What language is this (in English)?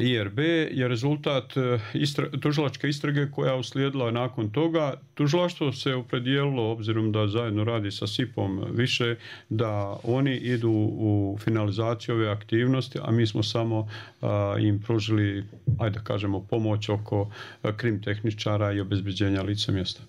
Bosnian